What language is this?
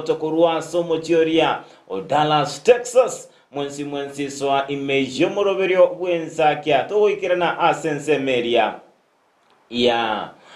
Gusii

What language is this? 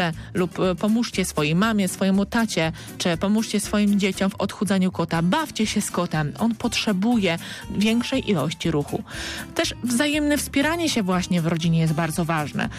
Polish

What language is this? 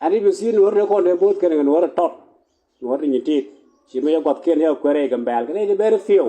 Nuer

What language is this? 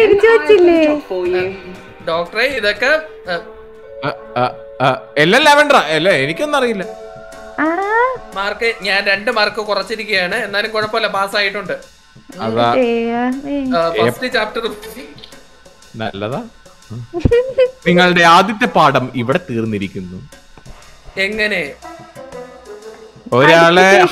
Malayalam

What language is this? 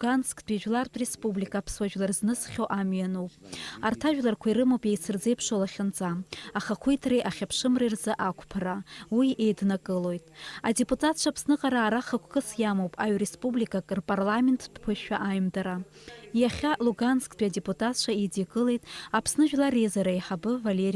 Abkhazian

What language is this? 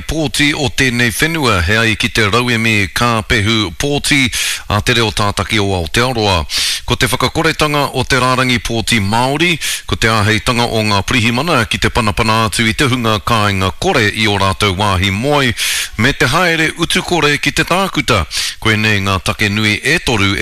Māori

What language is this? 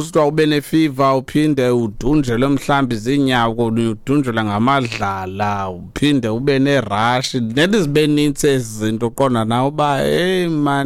Xhosa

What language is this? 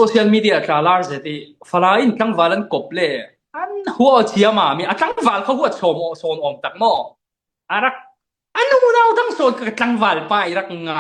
Falam Chin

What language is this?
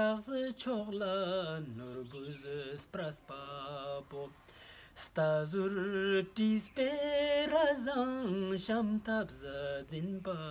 Ladakhi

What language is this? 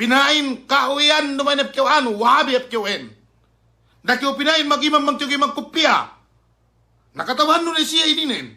Yakan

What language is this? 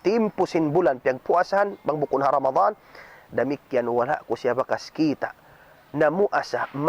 Tausug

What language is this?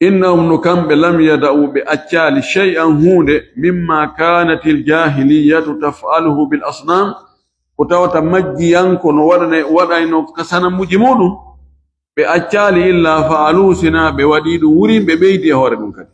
Fula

